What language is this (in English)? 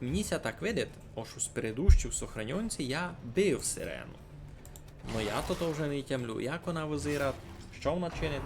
Rusyn